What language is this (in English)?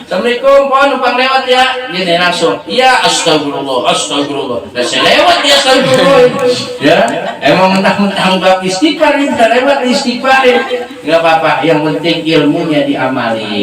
Betawi